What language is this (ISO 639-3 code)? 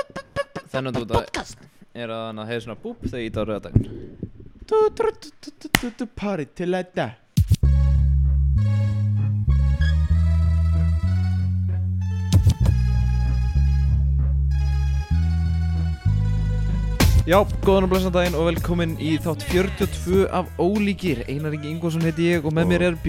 isl